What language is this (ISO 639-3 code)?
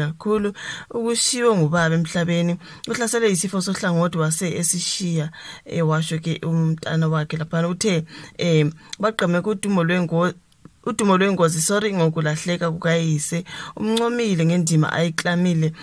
zul